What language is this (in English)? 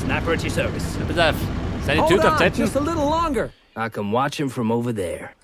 Bavarian